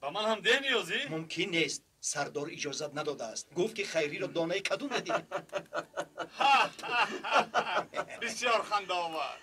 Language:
Tajik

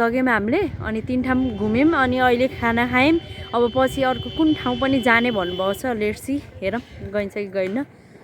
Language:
Nepali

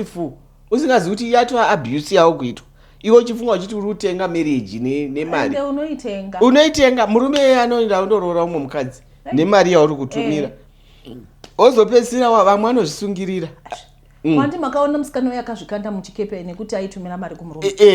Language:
Shona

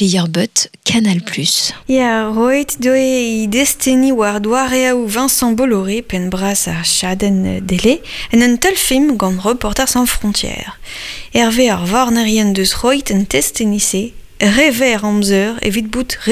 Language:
Breton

